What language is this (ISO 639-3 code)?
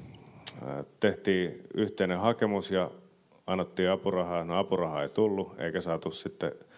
fin